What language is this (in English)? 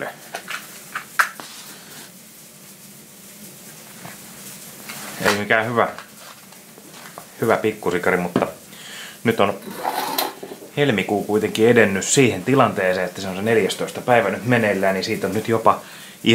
Finnish